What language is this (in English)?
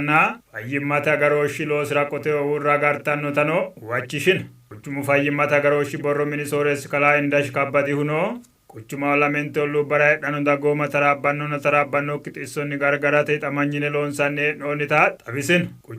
Sidamo